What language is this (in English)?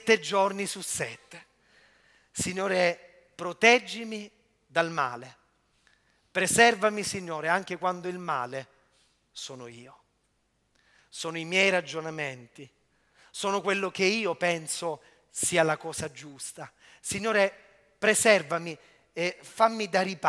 Italian